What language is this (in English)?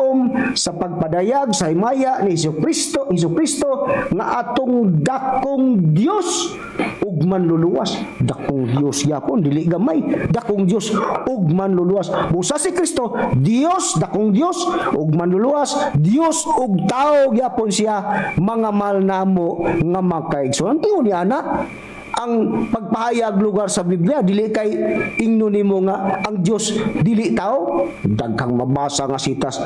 Cebuano